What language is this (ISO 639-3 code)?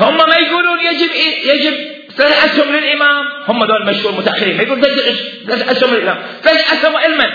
acm